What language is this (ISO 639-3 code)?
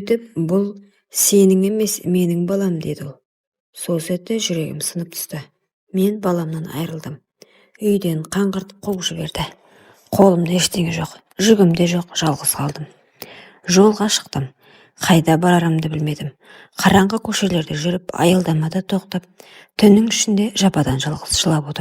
kaz